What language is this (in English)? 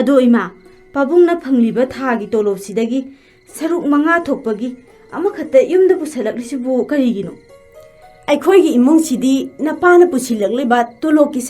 Manipuri